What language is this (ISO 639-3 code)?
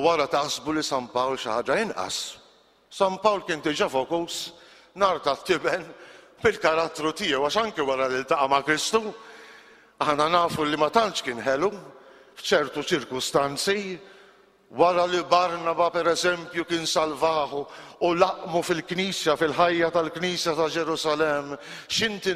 mlt